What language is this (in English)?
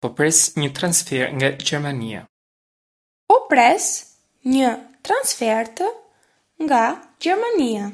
Albanian